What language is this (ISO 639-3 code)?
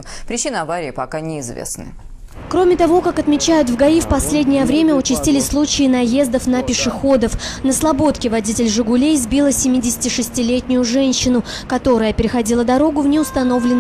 rus